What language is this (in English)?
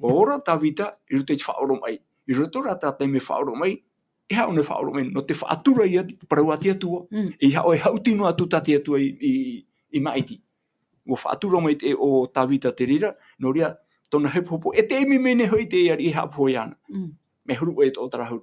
Tahitian